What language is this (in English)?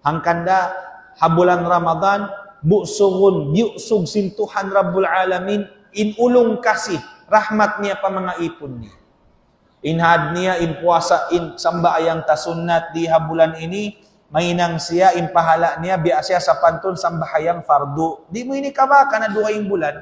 Tausug